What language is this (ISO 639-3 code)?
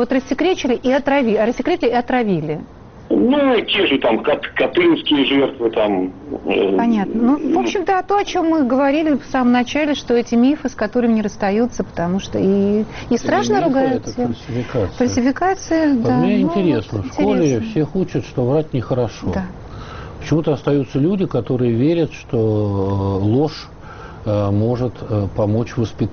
rus